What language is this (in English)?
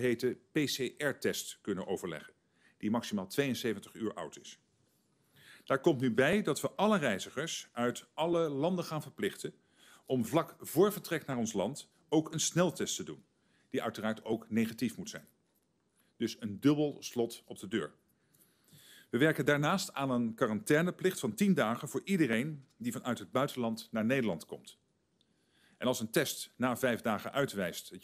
Dutch